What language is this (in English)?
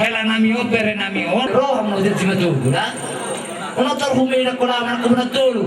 Batak Toba